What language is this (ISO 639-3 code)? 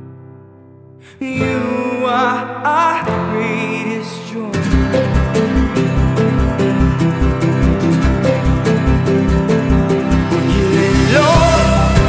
eng